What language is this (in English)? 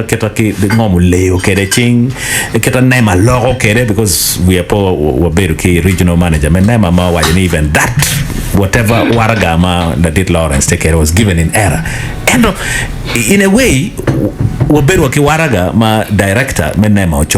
Acoli